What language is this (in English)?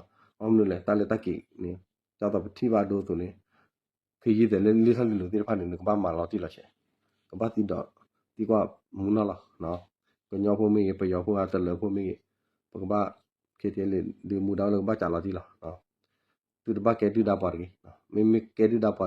S'gaw Karen